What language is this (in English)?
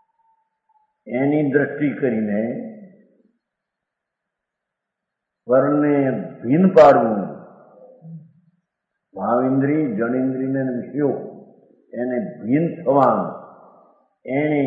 Gujarati